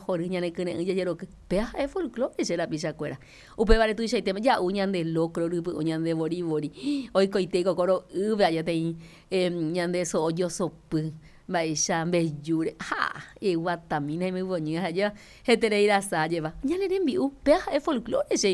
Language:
Guarani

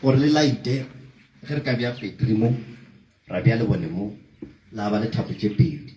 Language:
Northern Sotho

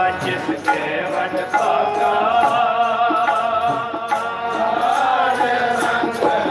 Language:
Punjabi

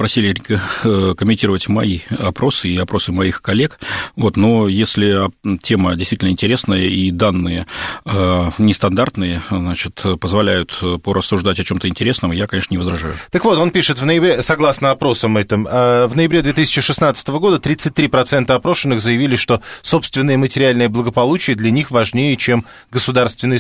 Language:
Russian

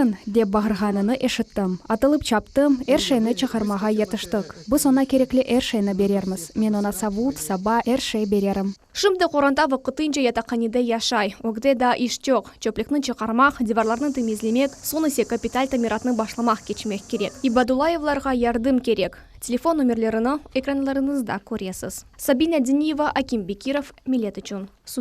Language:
Crimean Tatar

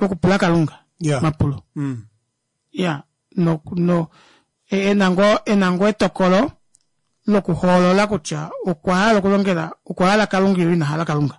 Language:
Kuanyama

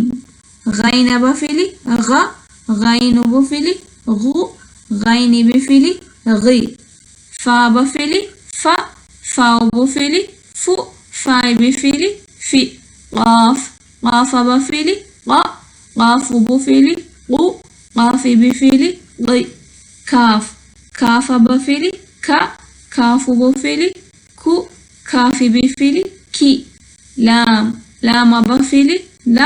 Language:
Divehi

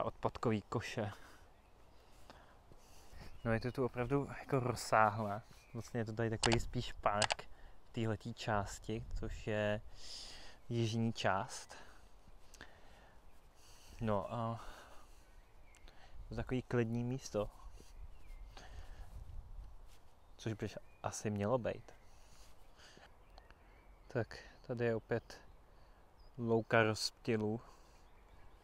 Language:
Czech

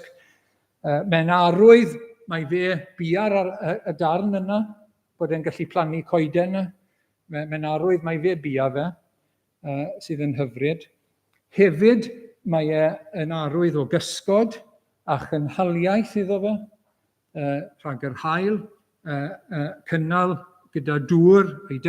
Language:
Welsh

